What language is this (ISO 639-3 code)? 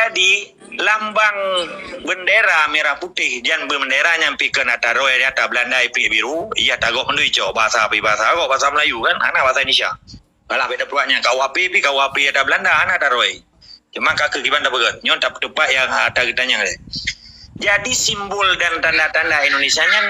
ace